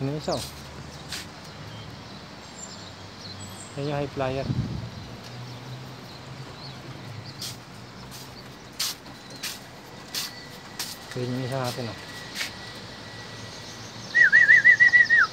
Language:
Filipino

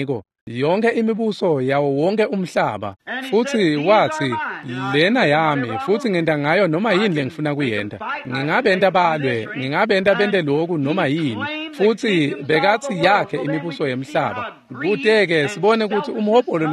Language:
Swati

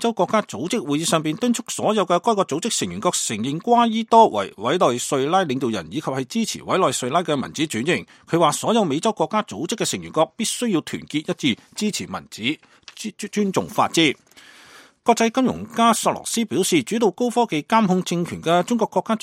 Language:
Cantonese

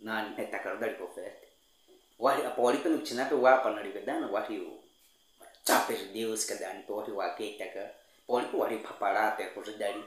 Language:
Baniwa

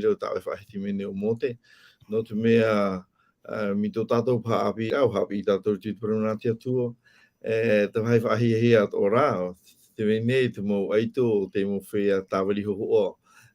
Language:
Tahitian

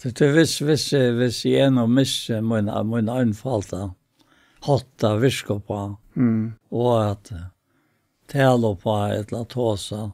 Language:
Faroese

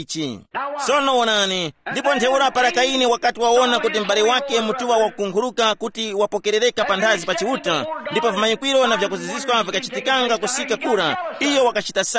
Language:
Tumbuka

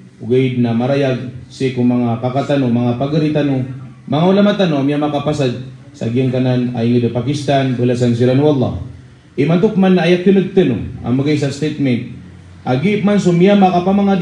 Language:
Maranao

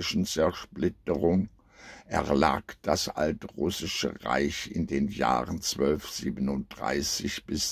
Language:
German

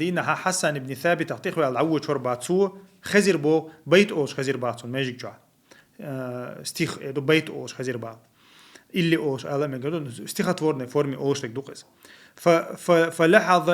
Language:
Chechen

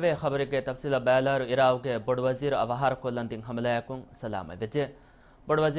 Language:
Divehi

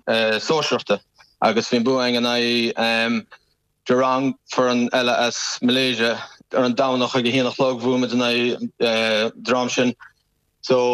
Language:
Irish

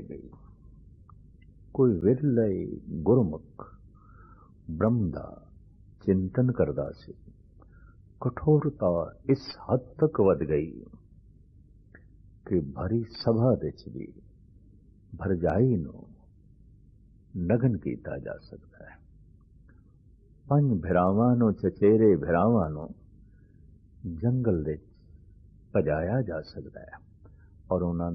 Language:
Punjabi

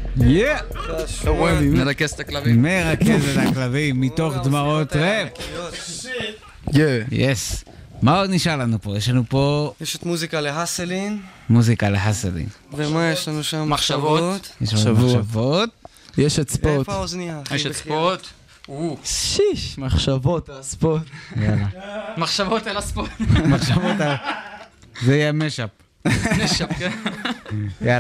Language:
Hebrew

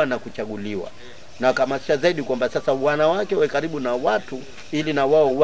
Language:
Swahili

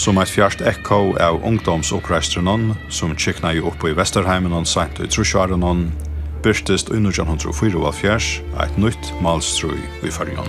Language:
Faroese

